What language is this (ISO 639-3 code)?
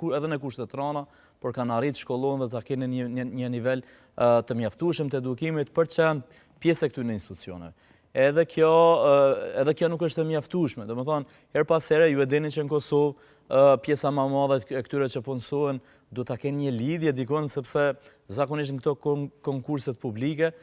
sqi